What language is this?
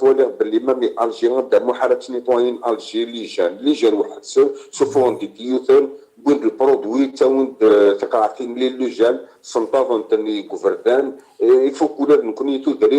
Kabyle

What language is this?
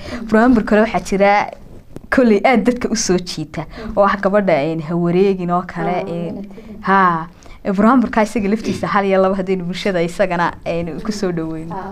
Somali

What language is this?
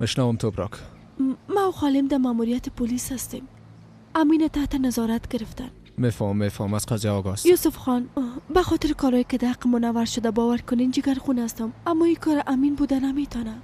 Persian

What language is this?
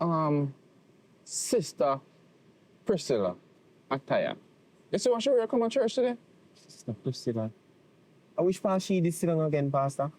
Jamaican Creole English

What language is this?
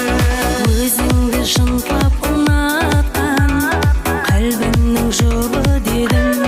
Kara-Kalpak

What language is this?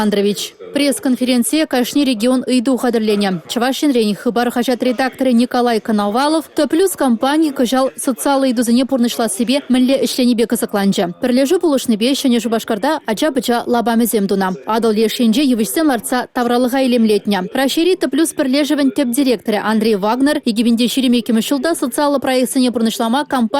Chuvash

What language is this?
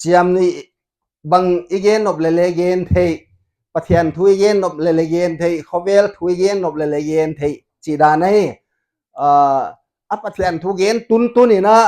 Paite Chin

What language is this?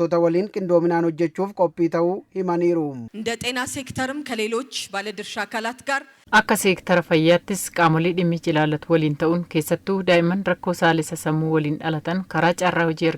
Oromo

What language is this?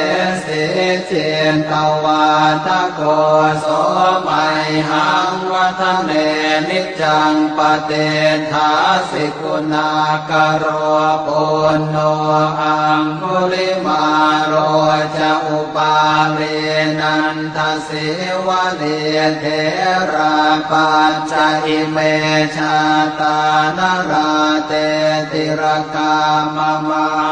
Pali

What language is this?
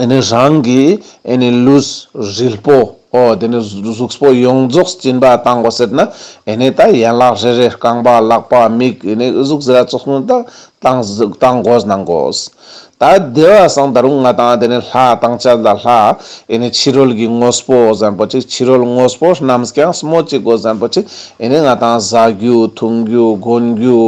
Ladakhi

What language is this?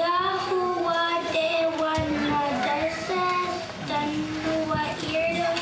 Mohawk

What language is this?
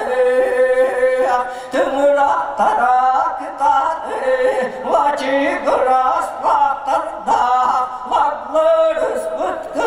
Yakut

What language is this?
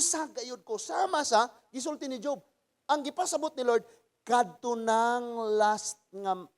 Cebuano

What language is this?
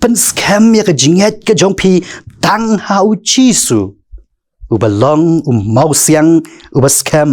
Khasi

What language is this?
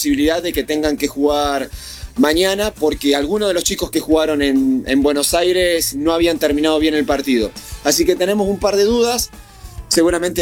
Spanish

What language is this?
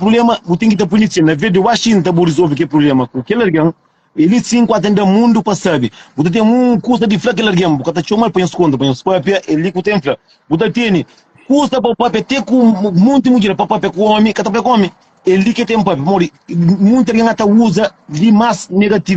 Kabuverdianu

